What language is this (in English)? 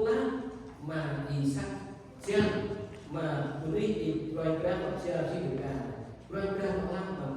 Central Mnong